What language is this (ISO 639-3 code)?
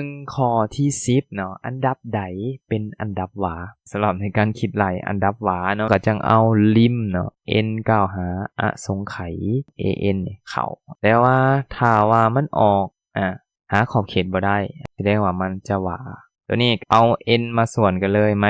lao